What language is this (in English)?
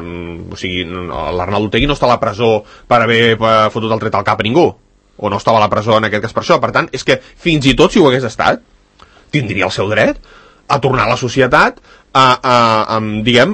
Catalan